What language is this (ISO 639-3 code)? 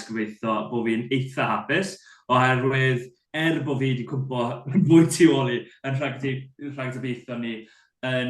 cym